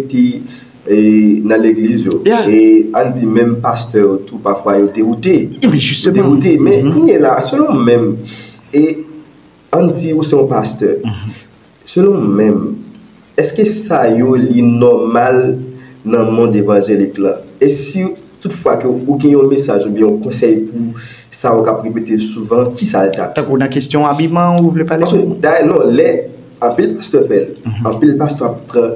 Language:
Haitian Creole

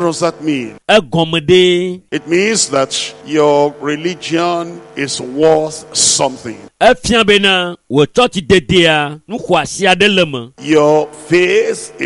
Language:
Ewe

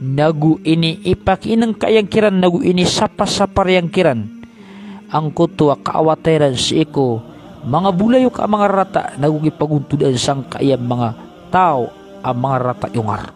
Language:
Maranao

